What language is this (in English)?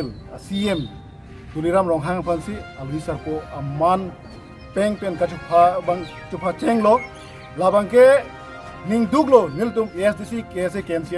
Karbi